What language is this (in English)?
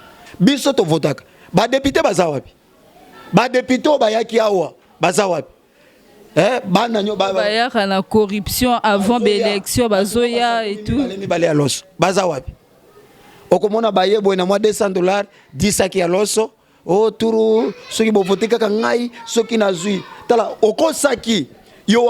Lingala